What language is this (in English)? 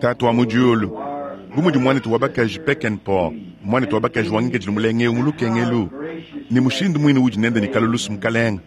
Luba-Lulua